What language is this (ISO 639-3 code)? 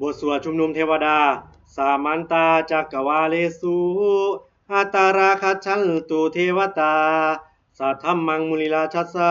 pli